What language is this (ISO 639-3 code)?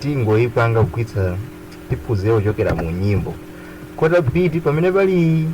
nya